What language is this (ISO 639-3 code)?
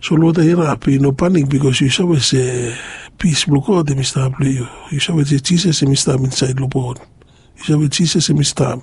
bis